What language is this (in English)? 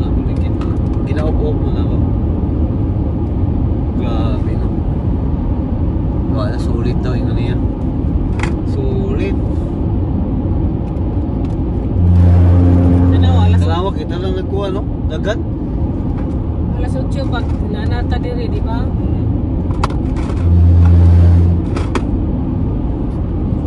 Filipino